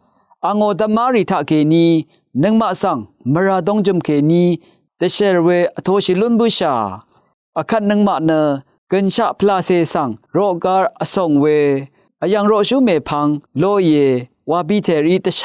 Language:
Rawang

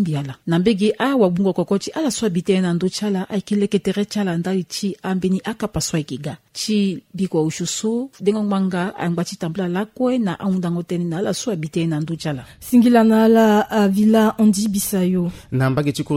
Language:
Sango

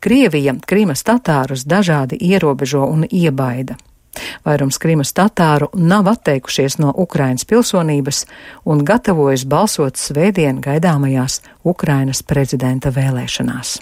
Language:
Latvian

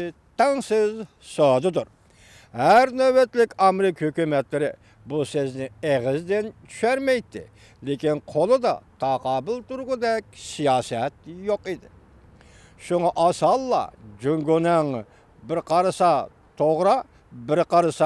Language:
Uyghur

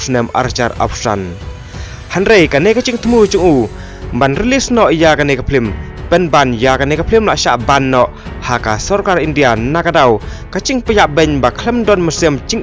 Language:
Khasi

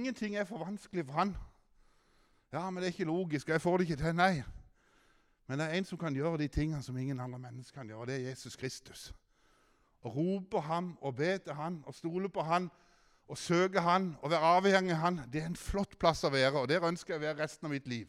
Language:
Norwegian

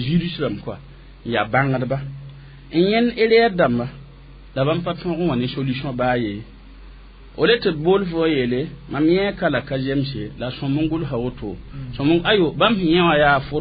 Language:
Mossi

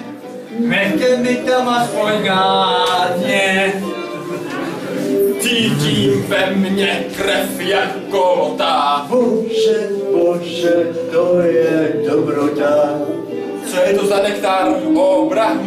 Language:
Czech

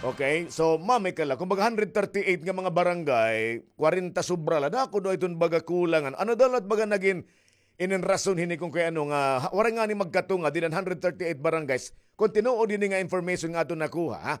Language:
Waray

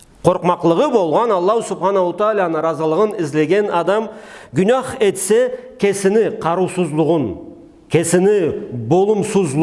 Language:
Karachay-Balkar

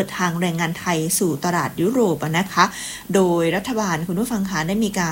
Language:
Thai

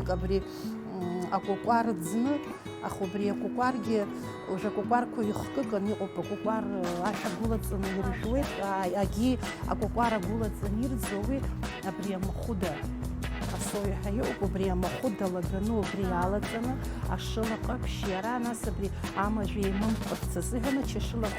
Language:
Abkhazian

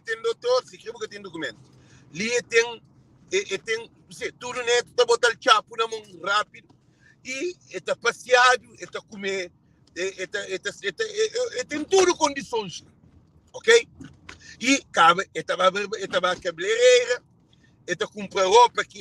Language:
Kabuverdianu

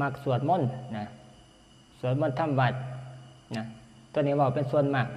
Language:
Northeastern Thai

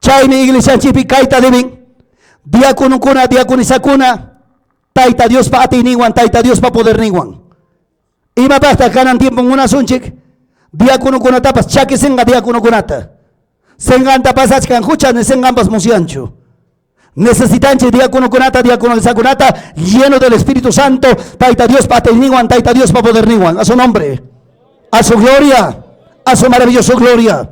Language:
Ayacucho Quechua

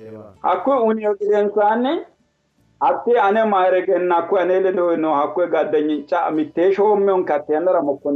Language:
Sidamo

